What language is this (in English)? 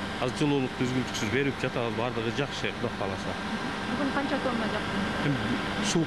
Kyrgyz